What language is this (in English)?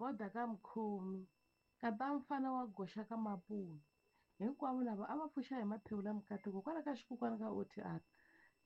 Tsonga